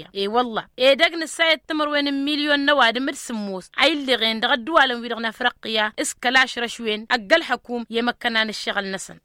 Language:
Tamasheq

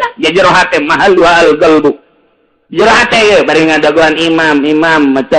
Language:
Sundanese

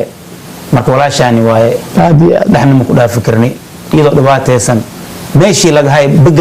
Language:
Somali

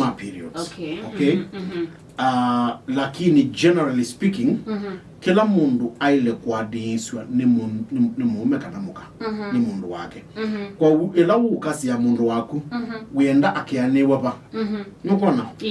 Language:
Kamba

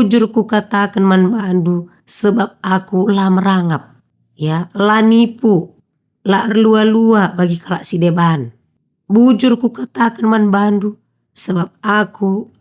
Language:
Batak Karo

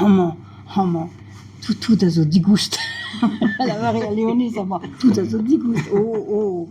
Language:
Breton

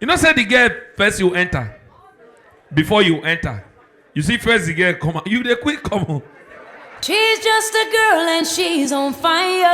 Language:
Nigerian Pidgin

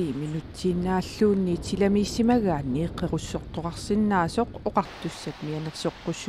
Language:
Kalaallisut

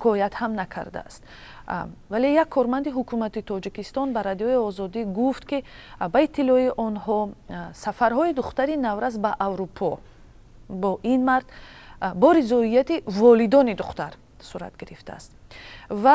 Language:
Tajik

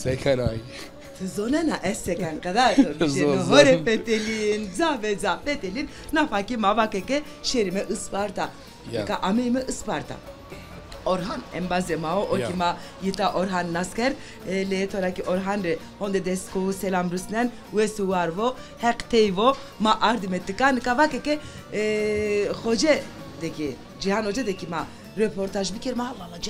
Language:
Zaza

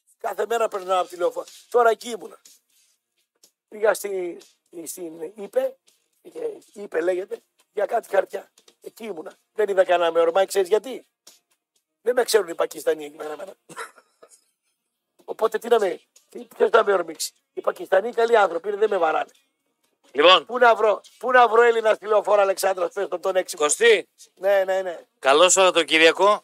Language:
Greek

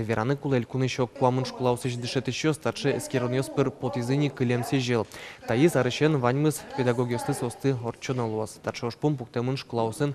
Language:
Udmurt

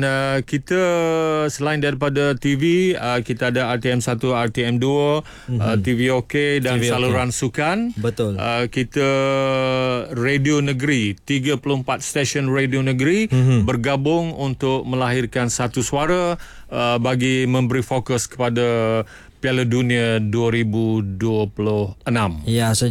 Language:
Malay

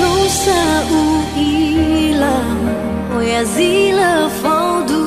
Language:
Nias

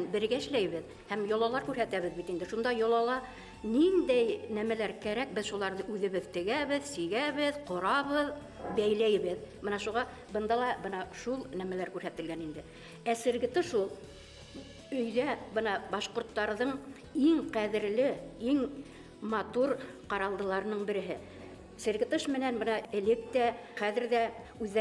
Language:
Bashkir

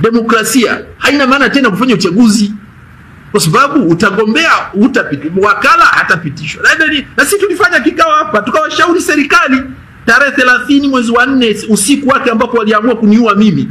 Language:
Swahili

